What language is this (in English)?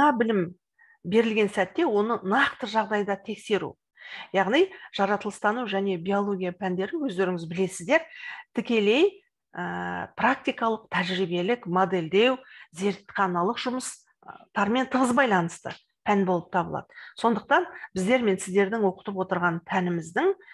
Kazakh